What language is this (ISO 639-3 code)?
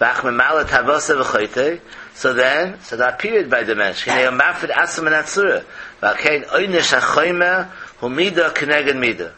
yid